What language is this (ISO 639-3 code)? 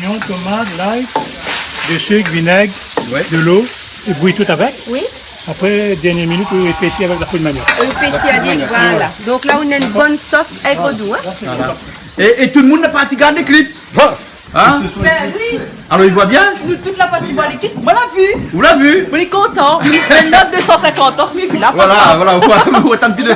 rcf